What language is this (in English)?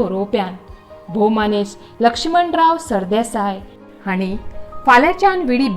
Konkani